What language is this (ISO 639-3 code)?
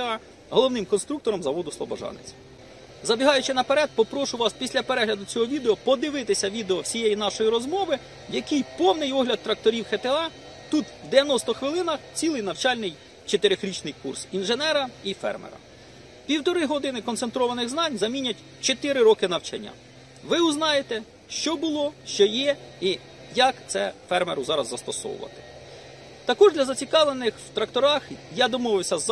ukr